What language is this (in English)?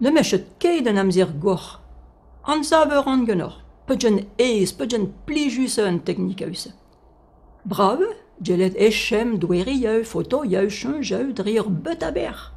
Breton